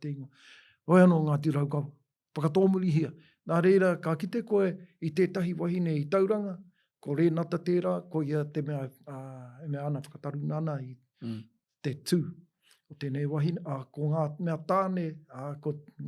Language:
Māori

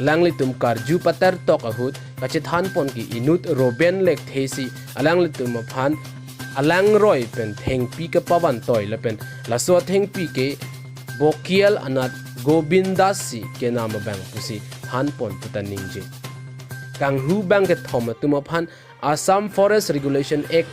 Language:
Karbi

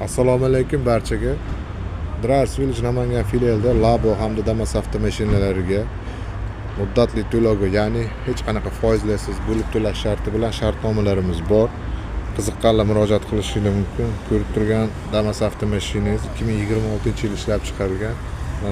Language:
Uzbek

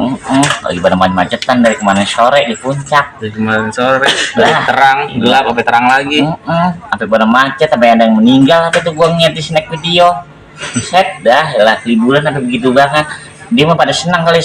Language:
Betawi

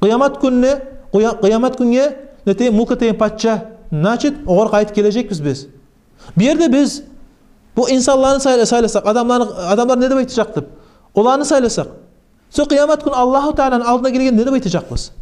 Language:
Kumyk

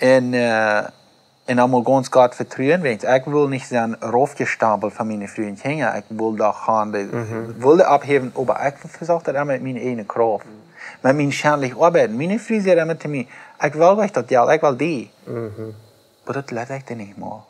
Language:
Plautdietsch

